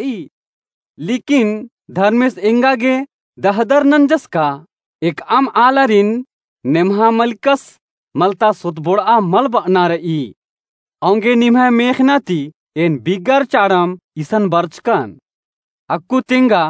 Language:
Kurukh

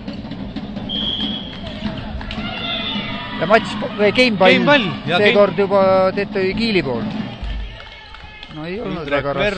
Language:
Estonian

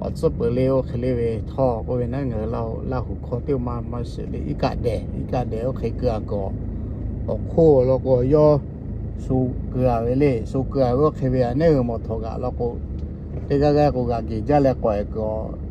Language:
Lahu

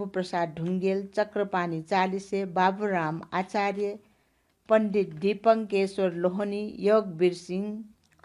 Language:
Newari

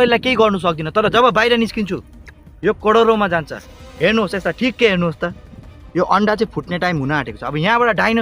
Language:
Nepali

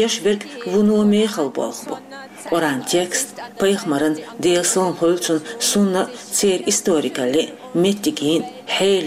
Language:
Chechen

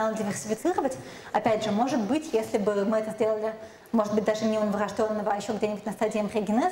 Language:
Russian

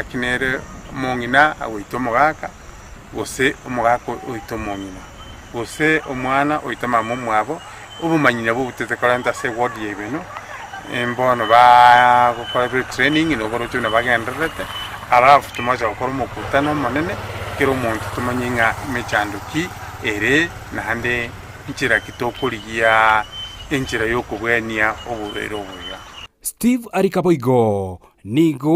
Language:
Gusii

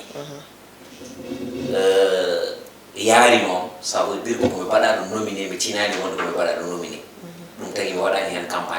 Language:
Fula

